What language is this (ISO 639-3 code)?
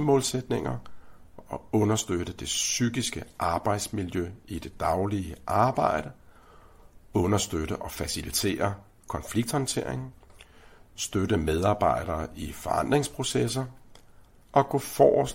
dan